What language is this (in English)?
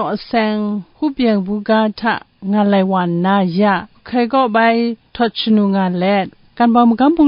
Kachin